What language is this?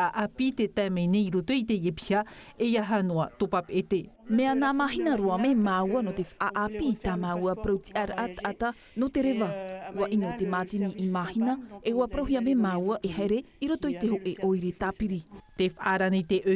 Tahitian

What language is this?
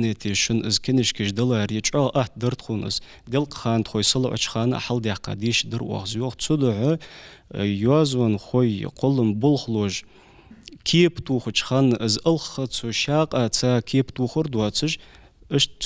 Ingush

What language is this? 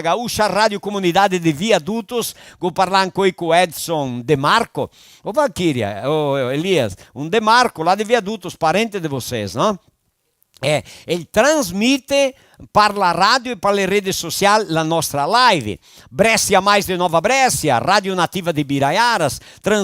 Venetian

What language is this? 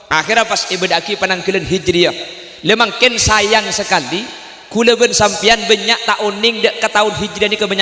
Madurese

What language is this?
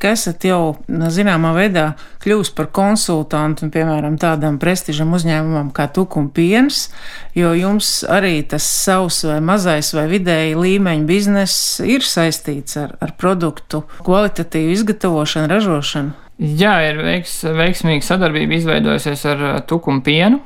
Latvian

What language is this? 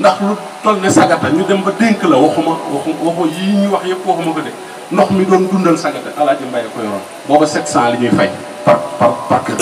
Wolof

